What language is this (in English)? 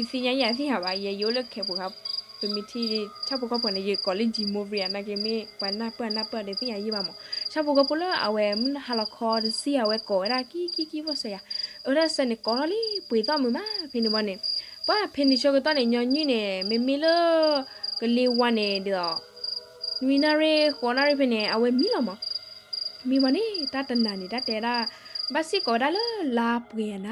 S'gaw Karen